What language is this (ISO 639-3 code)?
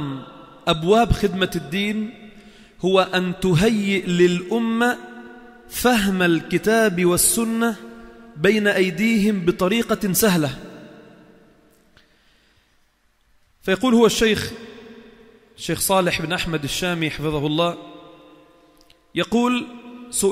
ara